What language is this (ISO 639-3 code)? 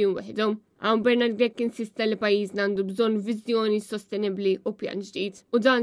mlt